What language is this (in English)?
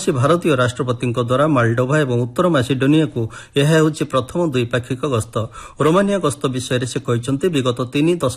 Odia